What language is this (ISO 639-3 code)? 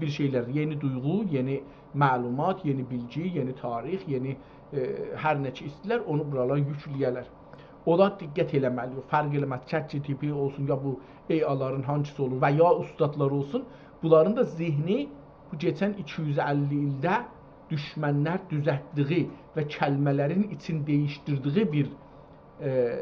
azb